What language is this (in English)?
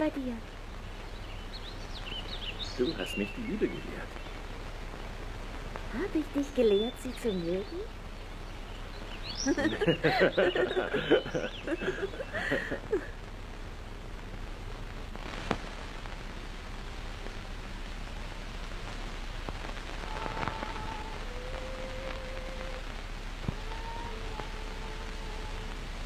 German